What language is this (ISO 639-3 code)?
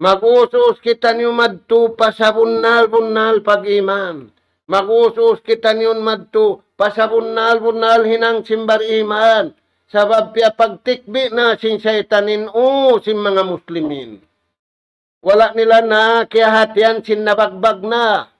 tsg